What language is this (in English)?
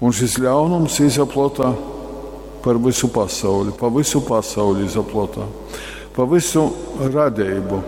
Latgalian